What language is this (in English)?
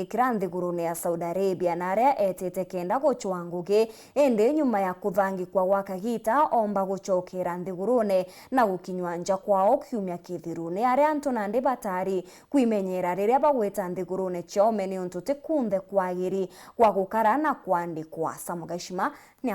Meru